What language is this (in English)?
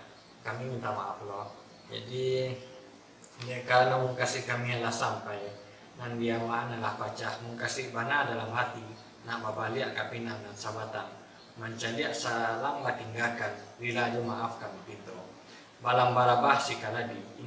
Minangkabau